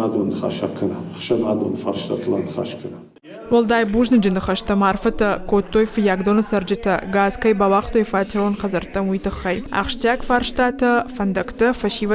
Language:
Ossetic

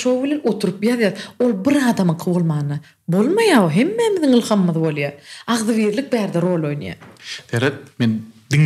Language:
Turkmen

